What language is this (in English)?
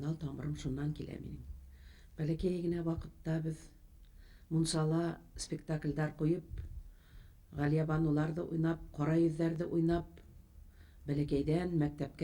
Bashkir